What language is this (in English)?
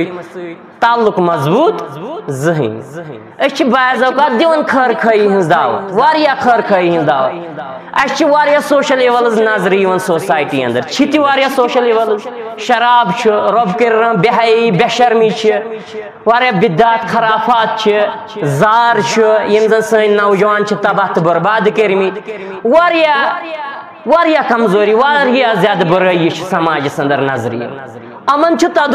Kashmiri